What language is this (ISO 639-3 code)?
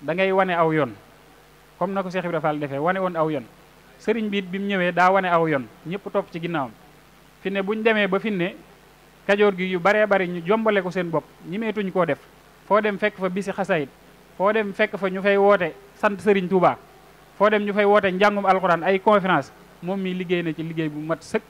wol